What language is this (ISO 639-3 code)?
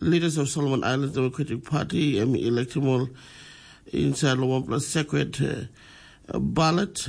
tpi